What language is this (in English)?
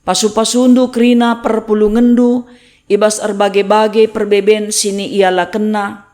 Batak Karo